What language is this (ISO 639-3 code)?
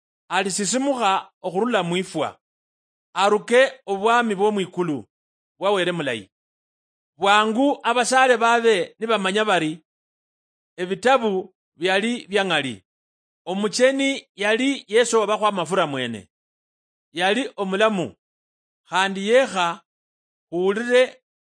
luy